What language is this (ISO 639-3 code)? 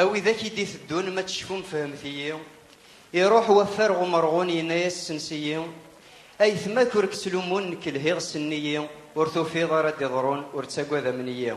kab